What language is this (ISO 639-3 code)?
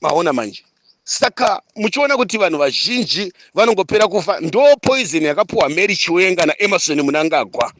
sna